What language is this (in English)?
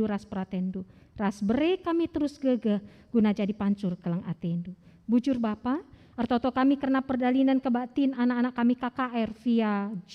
Batak Karo